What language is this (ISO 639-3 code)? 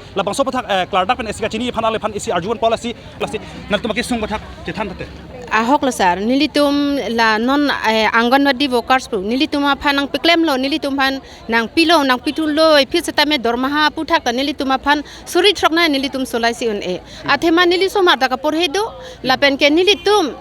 mjw